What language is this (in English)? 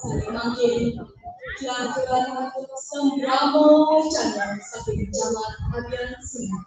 Balinese